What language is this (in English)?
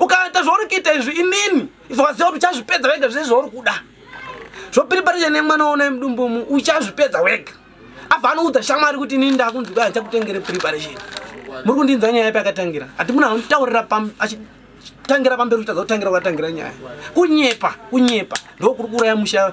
Shona